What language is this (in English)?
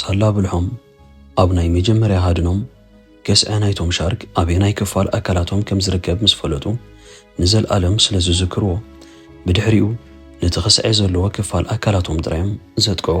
Tigrinya